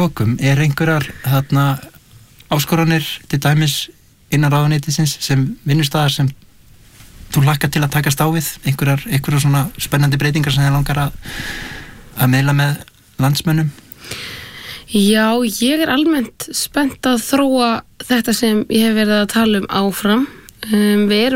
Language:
Icelandic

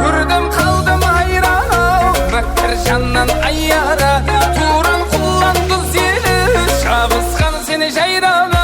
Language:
Kara-Kalpak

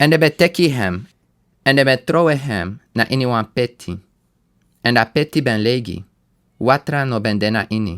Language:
Sranan Tongo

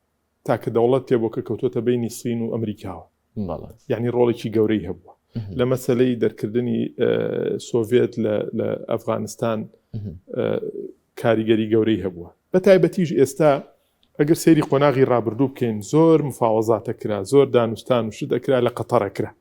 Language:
Central Kurdish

